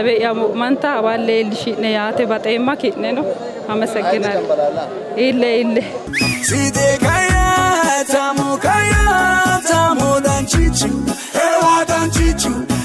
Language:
Sidamo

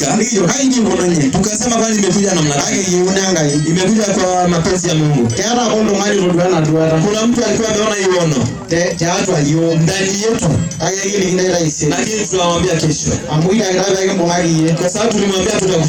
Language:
Masai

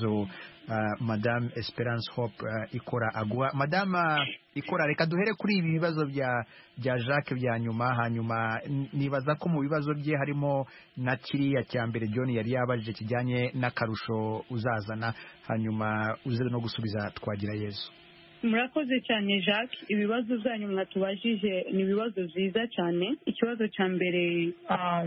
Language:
Kinyarwanda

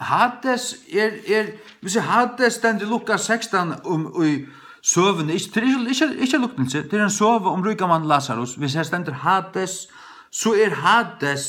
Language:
Faroese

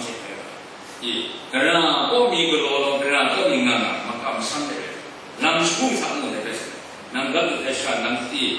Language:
Kachin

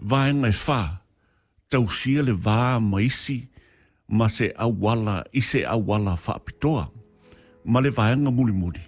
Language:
Samoan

